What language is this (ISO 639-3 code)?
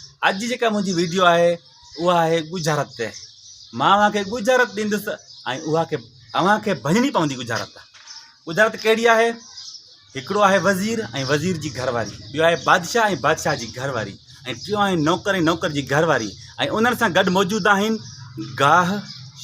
snd